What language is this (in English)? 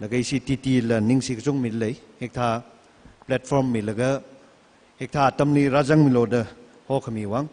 Tangkhul Naga (India)